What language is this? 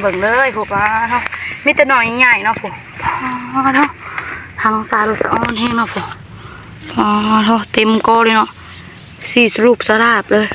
Northeastern Thai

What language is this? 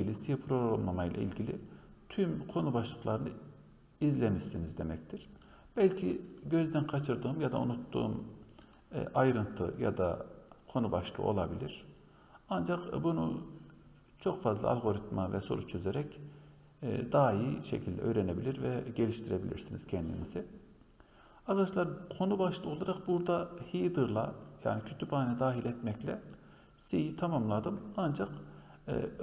Turkish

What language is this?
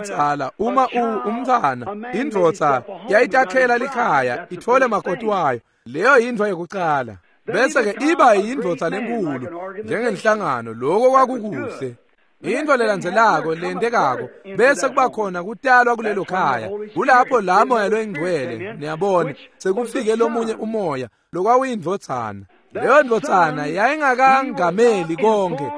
Swati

